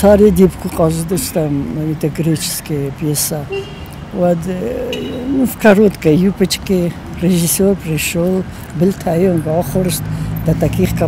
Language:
Ossetic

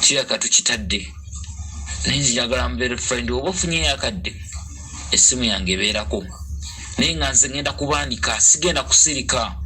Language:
Ganda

